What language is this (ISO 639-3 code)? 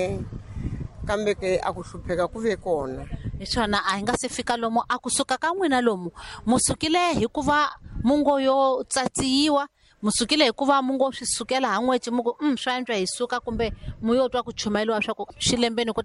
tso